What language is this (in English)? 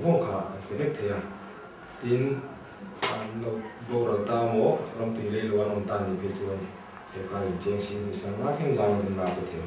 Mizo